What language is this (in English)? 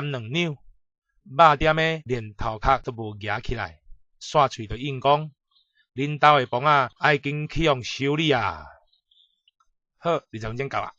Min Nan Chinese